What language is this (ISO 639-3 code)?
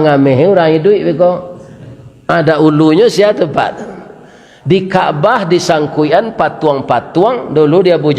min